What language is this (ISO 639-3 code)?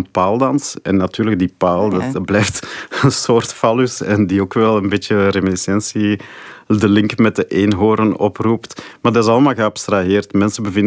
nld